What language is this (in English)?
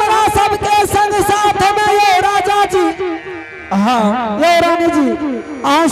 Angika